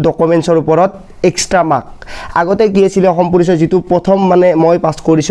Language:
Assamese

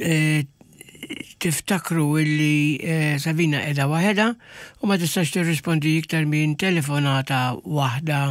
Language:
Maltese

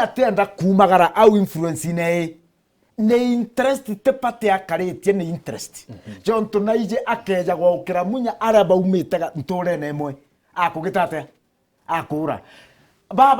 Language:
Meru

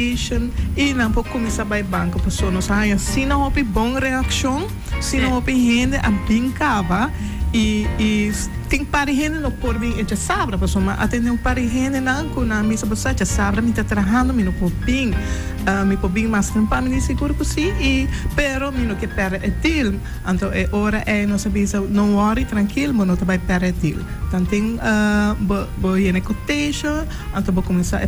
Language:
Papiamento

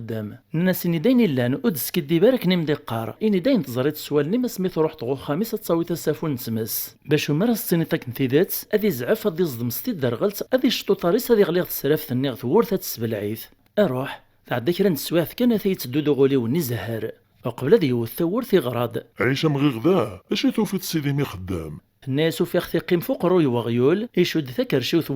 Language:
Kabyle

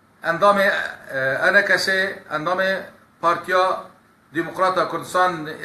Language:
Kurdish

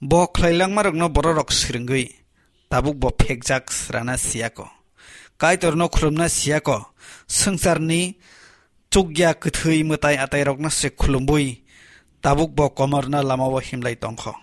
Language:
Kok Borok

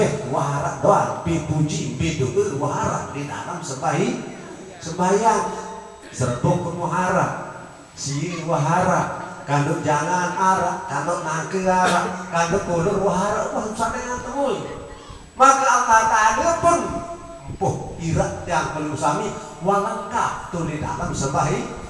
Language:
Sasak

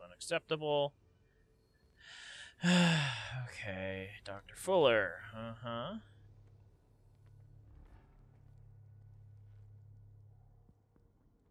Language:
English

